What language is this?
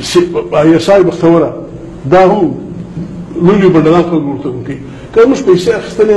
Pashto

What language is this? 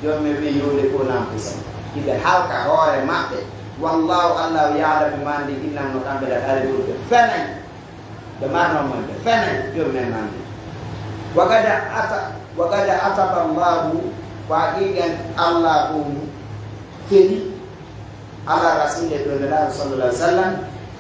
Pular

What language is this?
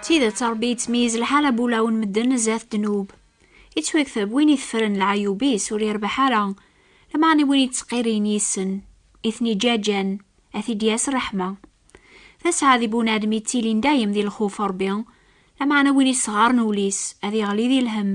Kabyle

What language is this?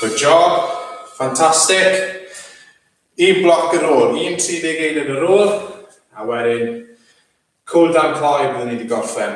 Welsh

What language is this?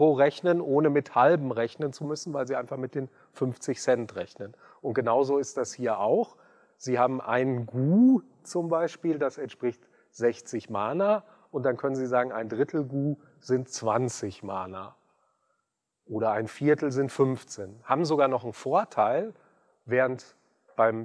German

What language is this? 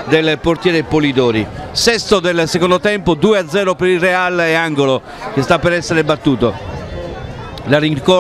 Italian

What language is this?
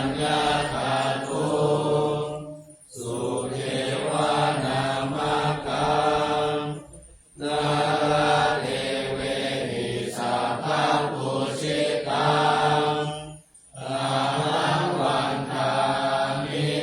Pali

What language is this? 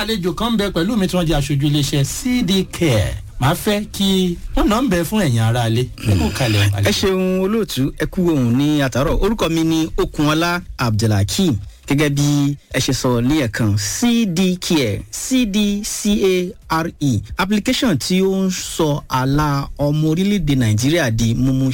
Yoruba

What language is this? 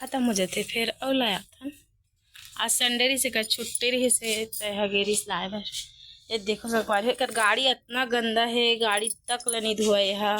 Chhattisgarhi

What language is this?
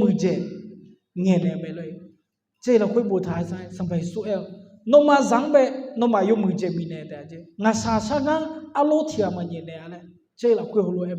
Akha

